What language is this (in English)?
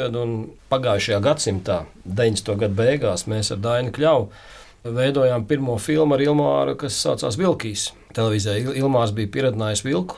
Latvian